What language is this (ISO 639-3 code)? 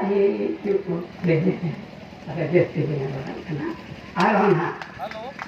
sat